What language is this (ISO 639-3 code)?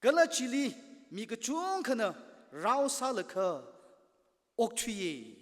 nmf